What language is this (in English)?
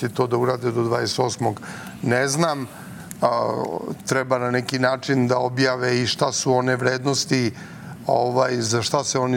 Serbian